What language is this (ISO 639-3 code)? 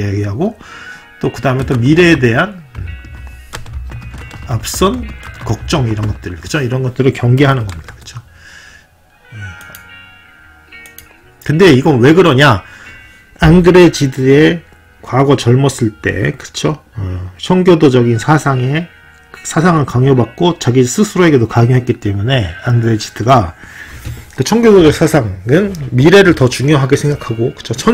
kor